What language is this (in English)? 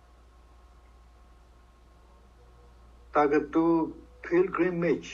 S'gaw Karen